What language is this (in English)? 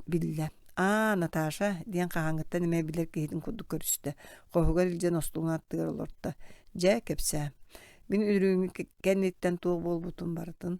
Yakut